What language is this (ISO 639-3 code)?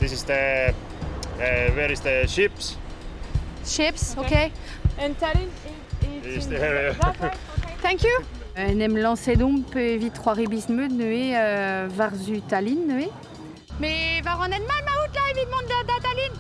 bre